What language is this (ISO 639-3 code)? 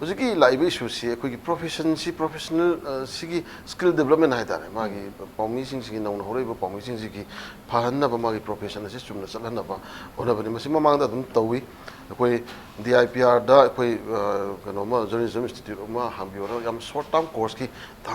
mni